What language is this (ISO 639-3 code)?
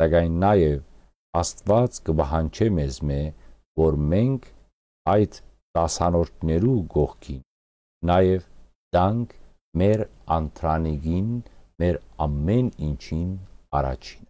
hyw